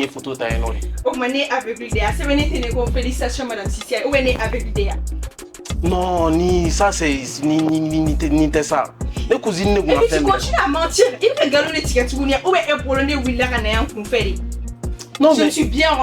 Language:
Bambara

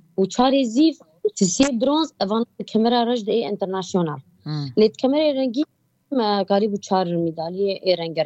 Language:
Kurdish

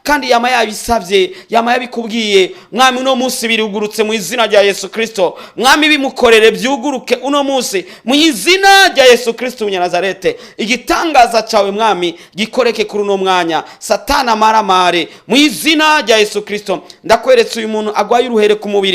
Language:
Rundi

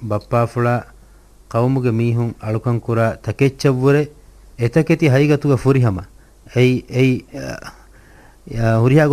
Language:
Divehi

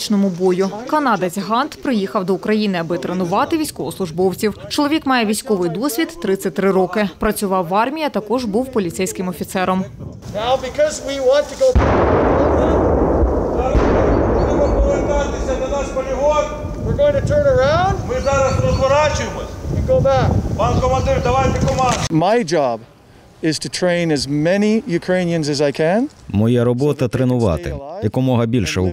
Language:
Ukrainian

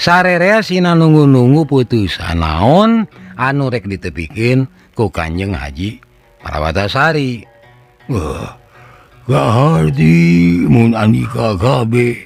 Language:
Sundanese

